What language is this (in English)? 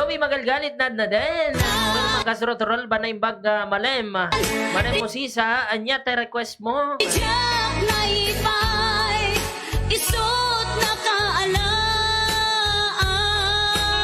Iloko